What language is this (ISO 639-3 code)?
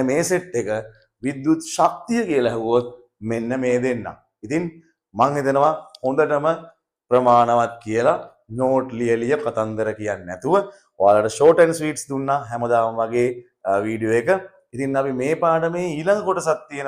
sin